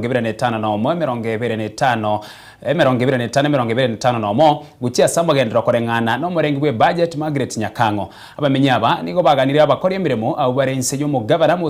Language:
Gusii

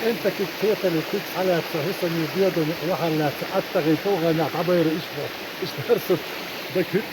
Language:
Chechen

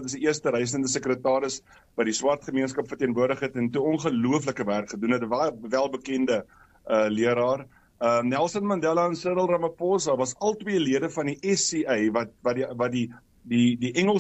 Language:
Afrikaans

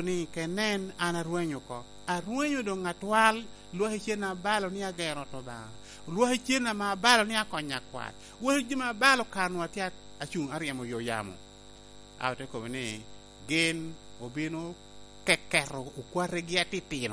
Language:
Lango (Uganda)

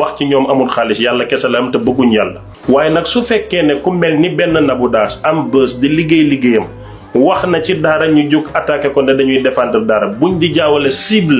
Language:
Wolof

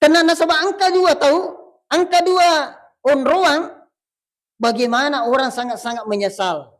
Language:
Buginese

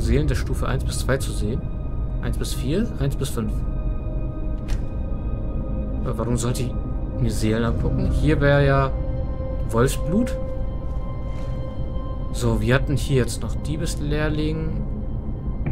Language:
German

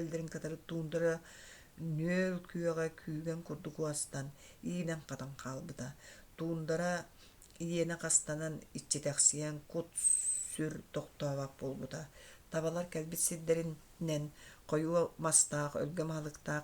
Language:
Yakut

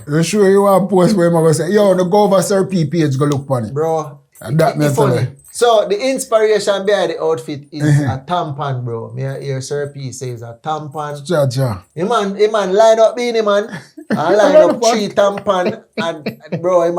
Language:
Jamaican Creole English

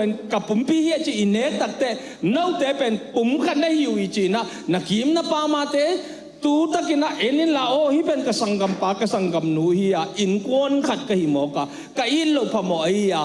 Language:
Tedim Chin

